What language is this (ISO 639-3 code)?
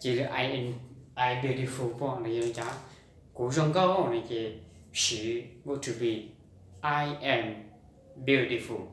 hmn